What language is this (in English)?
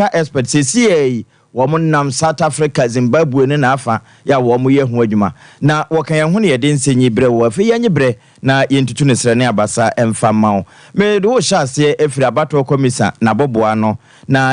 Akan